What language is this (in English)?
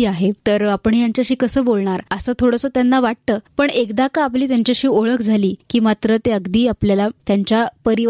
Marathi